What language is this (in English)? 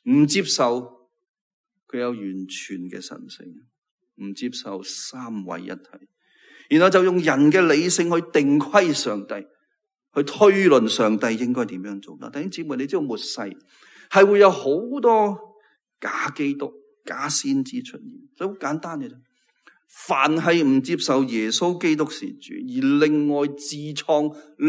Cantonese